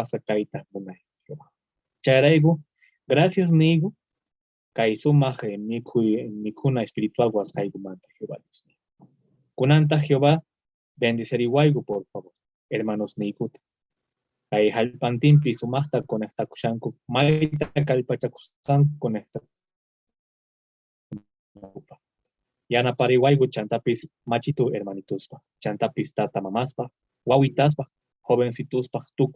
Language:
Quechua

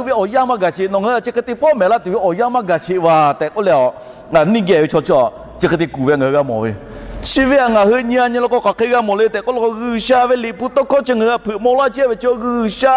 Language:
Lahu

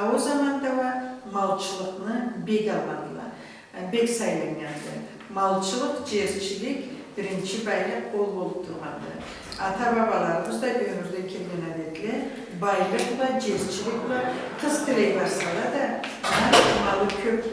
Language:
Karachay-Balkar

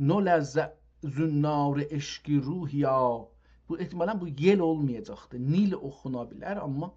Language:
South Azerbaijani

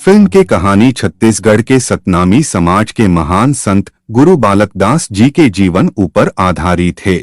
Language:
Chhattisgarhi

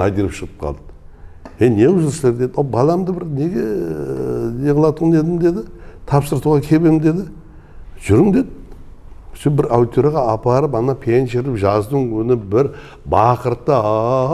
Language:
Kara-Kalpak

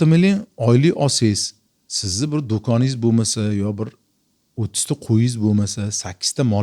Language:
Uzbek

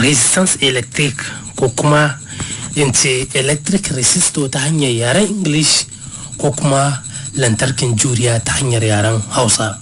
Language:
Hausa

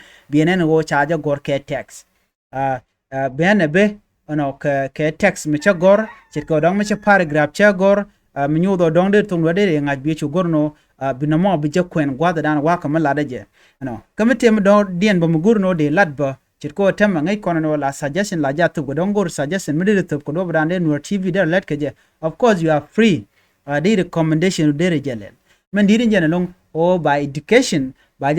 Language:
Nuer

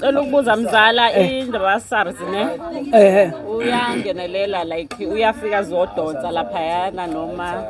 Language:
Zulu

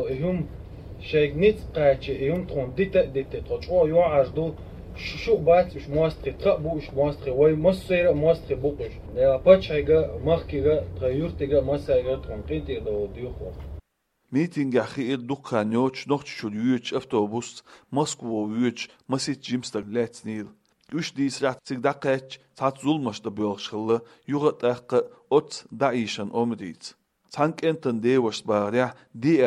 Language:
Chechen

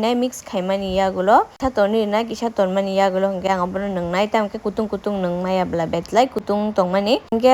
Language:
Kok Borok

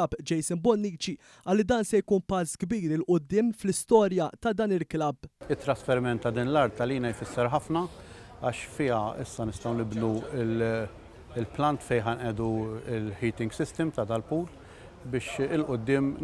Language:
Maltese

